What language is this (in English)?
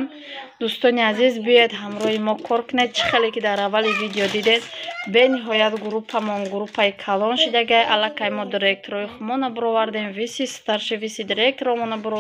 Tajik